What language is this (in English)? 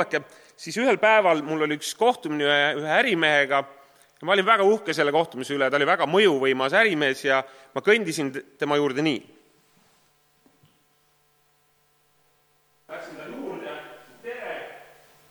Estonian